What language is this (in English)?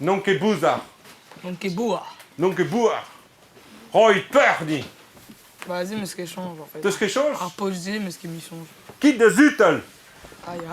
Breton